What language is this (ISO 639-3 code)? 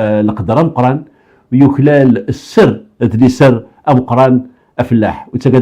kab